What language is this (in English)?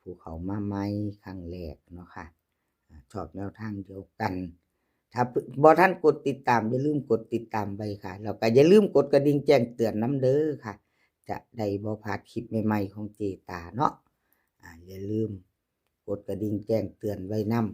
Northeastern Thai